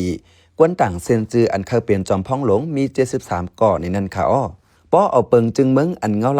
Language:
Shan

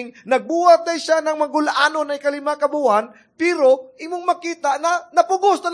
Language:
Cebuano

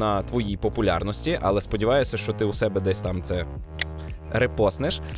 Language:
Ukrainian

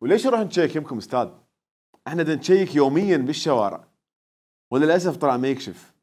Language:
Mesopotamian Arabic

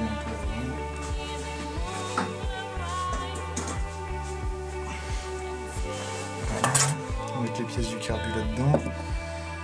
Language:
French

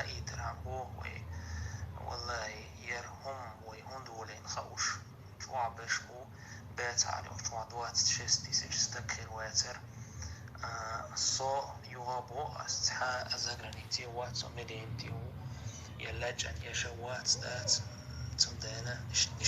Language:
Chechen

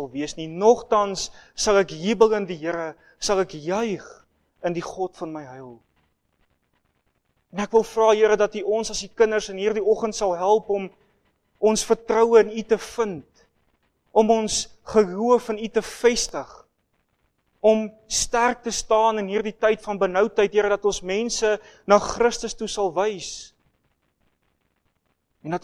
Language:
Afrikaans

